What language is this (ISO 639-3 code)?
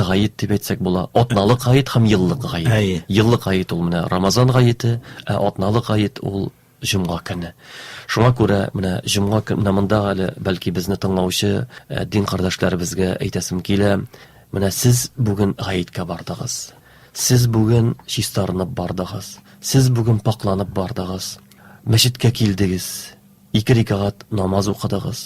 tat